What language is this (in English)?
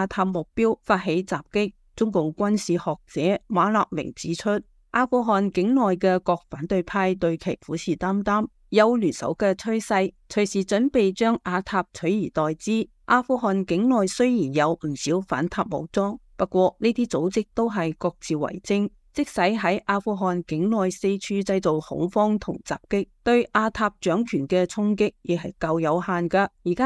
Cantonese